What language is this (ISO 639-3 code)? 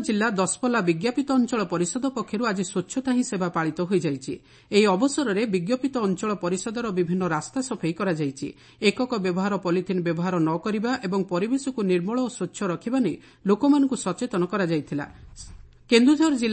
ori